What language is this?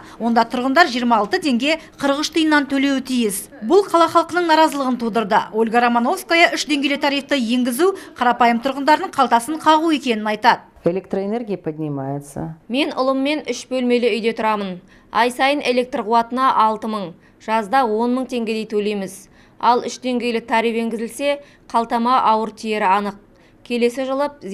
Kazakh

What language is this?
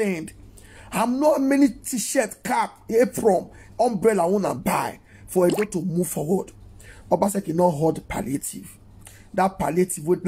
Nigerian Pidgin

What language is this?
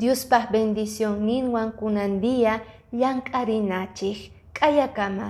Quechua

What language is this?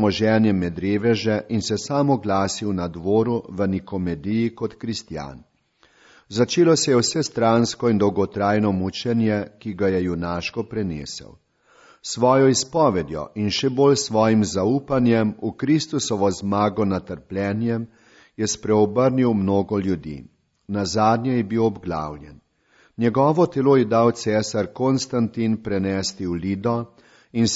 Slovenian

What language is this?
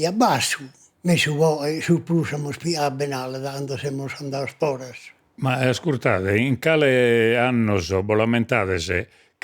Sardinian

